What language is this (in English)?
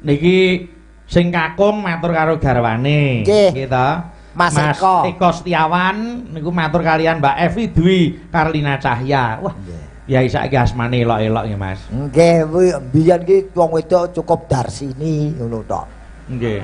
Javanese